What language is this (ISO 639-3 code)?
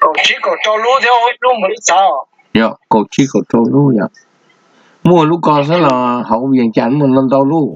hmn